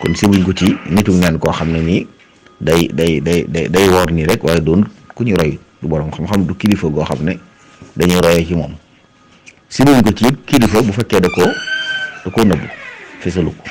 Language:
Wolof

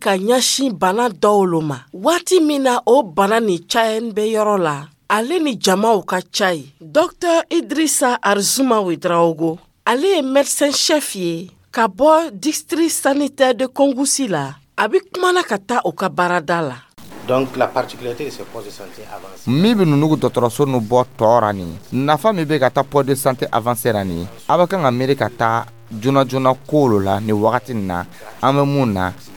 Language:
Dyula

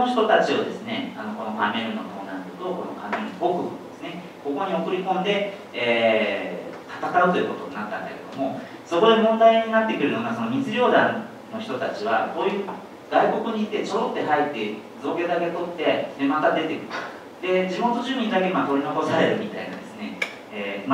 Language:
Japanese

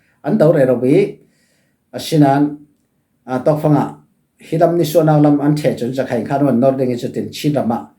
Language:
Falam Chin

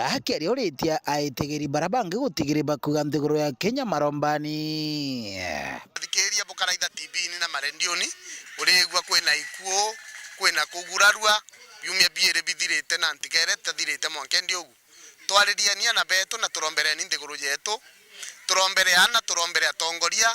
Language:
Meru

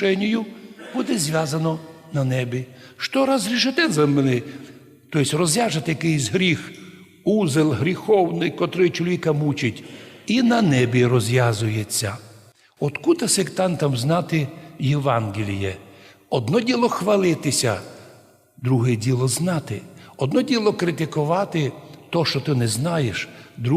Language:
Rusyn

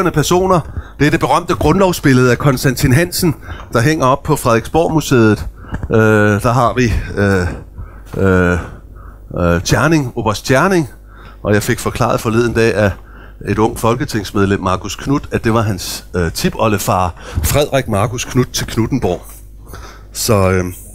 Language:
Danish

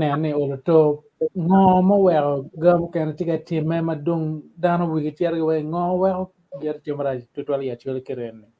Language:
Acoli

